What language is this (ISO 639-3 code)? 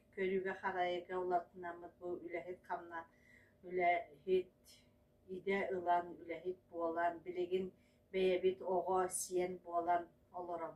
sah